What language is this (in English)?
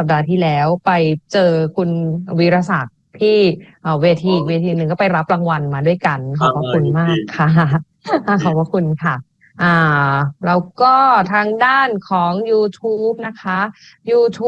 Thai